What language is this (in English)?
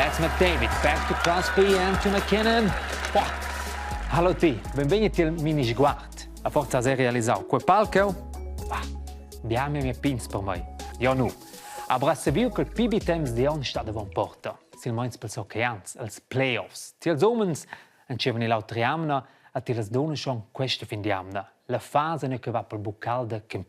Romansh